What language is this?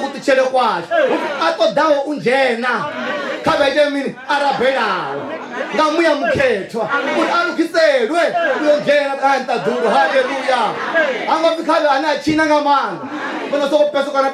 Venda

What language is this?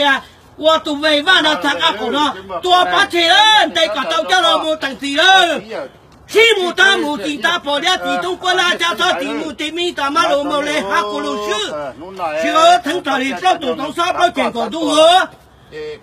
Hmong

